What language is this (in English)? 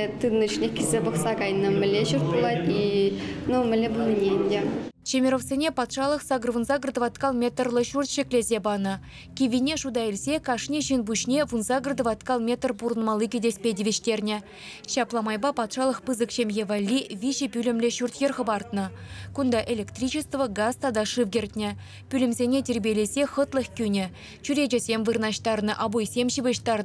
Chuvash